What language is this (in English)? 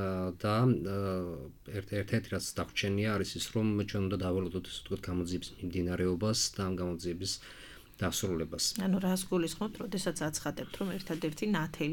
Georgian